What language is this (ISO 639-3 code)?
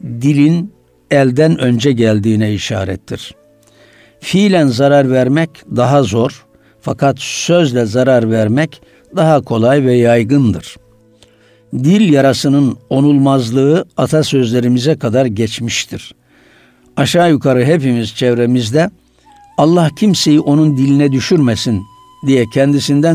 tur